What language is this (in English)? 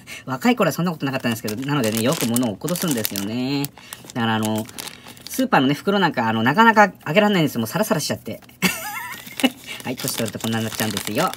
Japanese